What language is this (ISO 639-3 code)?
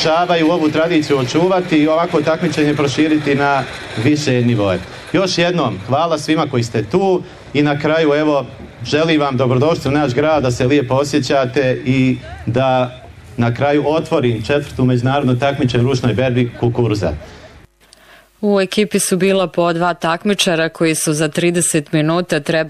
bos